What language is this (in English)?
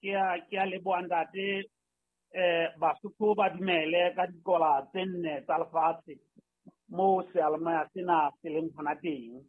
Southern Sotho